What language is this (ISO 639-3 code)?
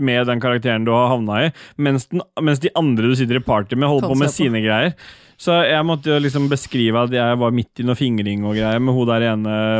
nor